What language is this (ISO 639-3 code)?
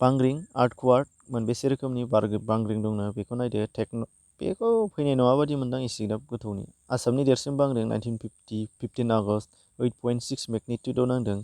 brx